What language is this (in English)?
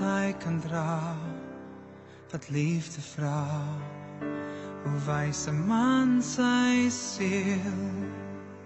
Afrikaans